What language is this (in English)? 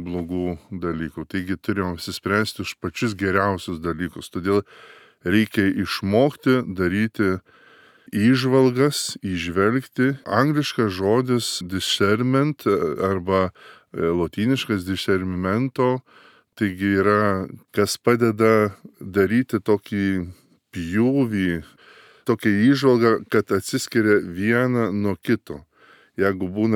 Lithuanian